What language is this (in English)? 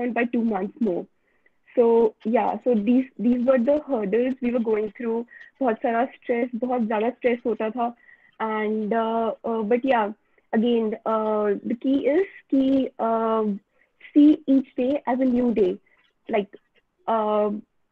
Hindi